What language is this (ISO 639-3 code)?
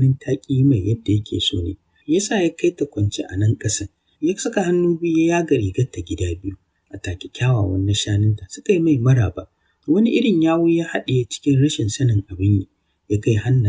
hau